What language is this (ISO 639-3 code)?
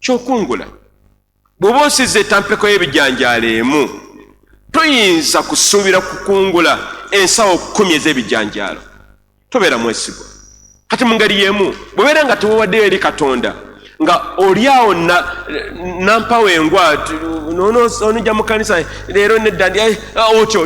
lug